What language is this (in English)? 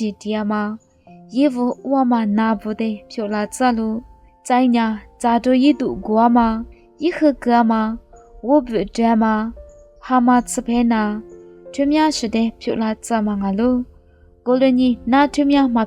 Lisu